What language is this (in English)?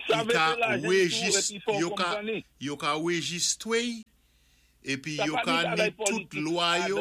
Saint Lucian Creole French